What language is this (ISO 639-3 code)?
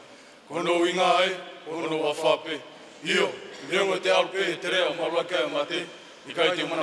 ton